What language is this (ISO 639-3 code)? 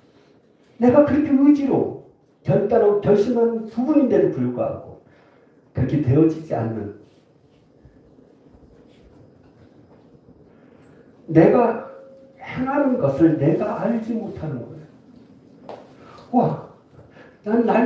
kor